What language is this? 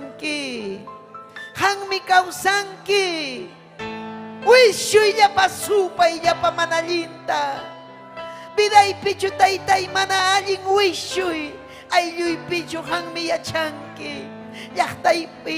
Ayacucho Quechua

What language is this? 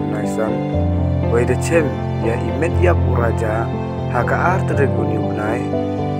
Pnar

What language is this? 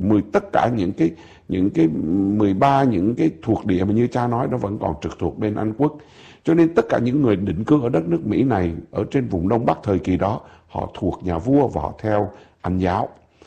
Vietnamese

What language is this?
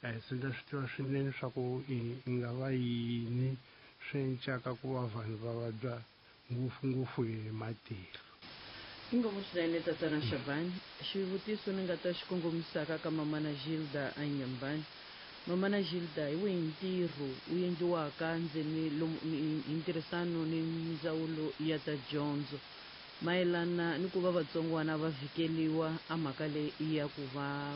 Tsonga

